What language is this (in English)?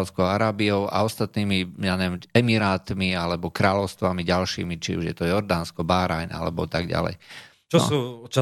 Slovak